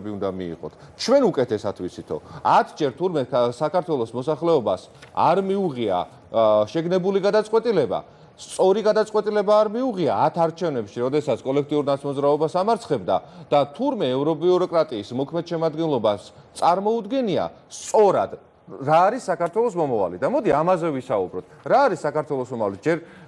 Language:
Georgian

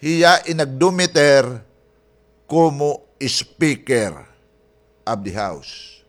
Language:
Waray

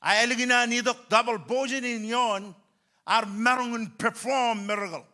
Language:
Marshallese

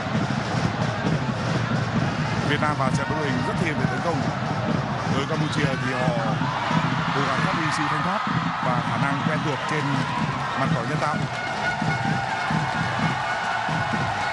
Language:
Vietnamese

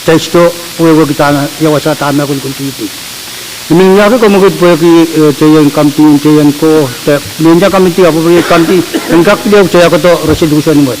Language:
Pohnpeian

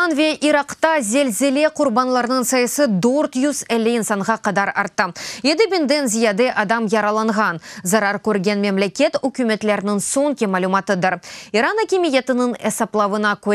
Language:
Crimean Tatar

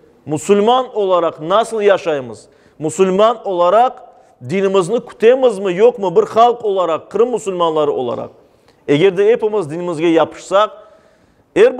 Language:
Crimean Tatar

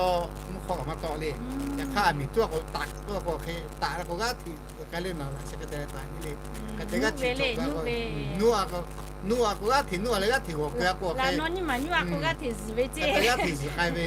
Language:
Lahu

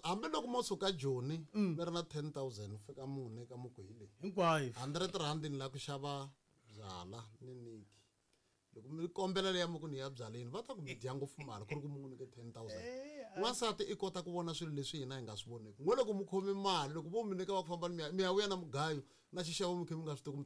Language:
Tsonga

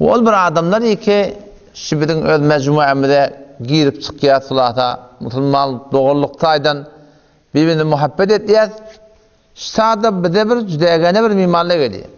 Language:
Turkmen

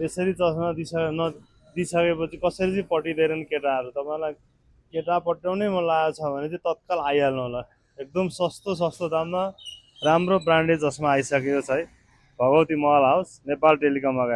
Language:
Nepali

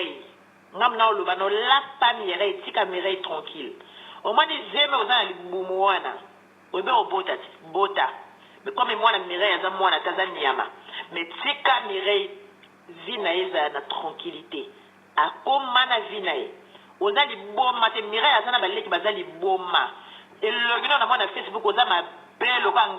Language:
Lingala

